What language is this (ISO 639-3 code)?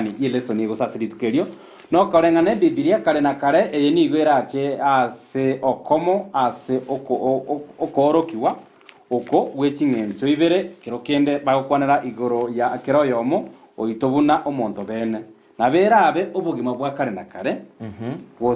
guz